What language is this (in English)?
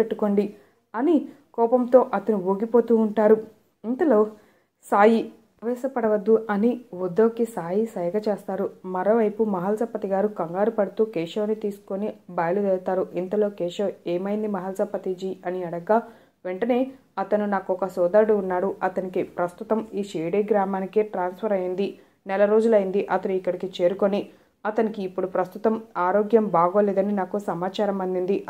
Telugu